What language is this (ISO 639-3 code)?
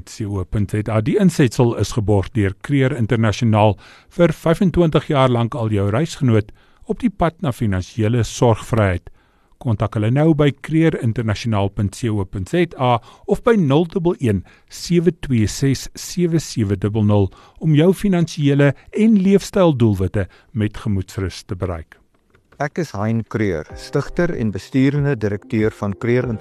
afr